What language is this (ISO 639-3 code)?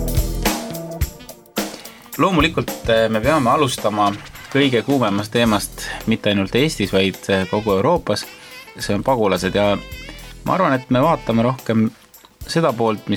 est